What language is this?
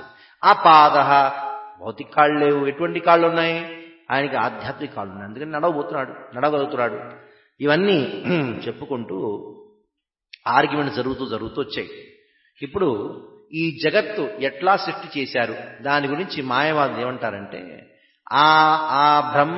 Telugu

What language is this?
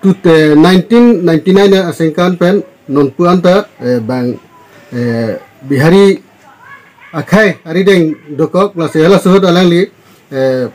Karbi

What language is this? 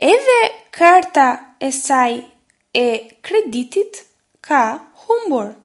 Albanian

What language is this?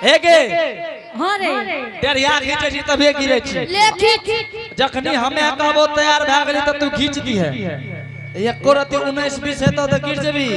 Angika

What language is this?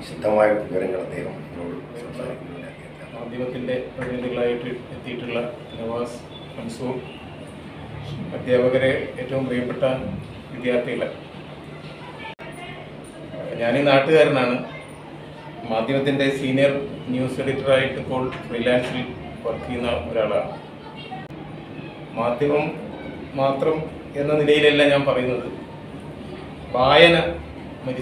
Malayalam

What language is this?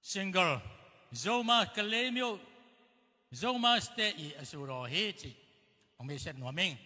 Tedim Chin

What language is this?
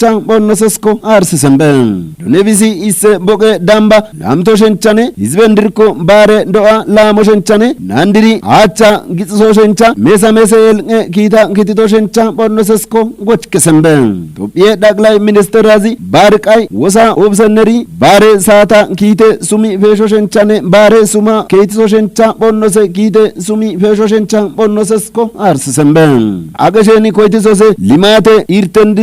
Kafa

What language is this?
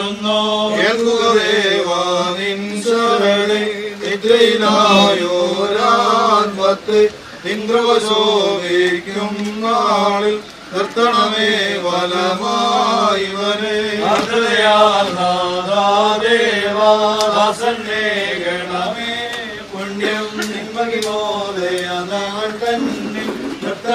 Malayalam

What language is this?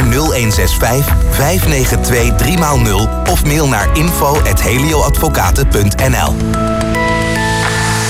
Dutch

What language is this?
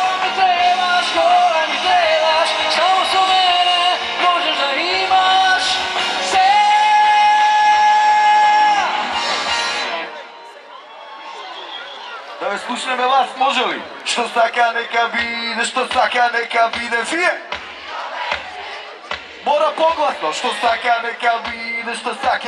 Macedonian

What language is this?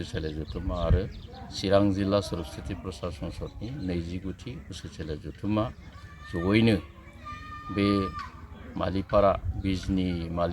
Bodo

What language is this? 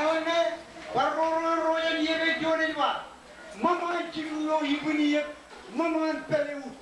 Marshallese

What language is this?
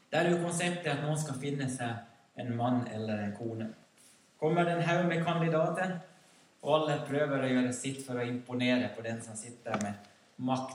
Norwegian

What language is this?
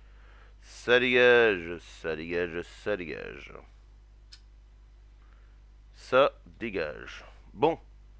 French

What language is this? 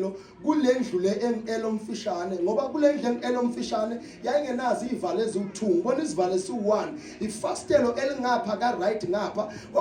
Zulu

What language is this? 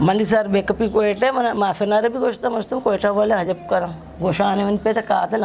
Eastern Balochi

